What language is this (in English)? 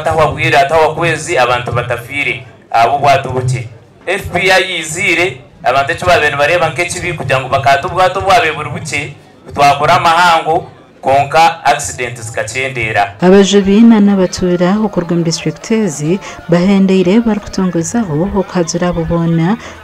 Nyankole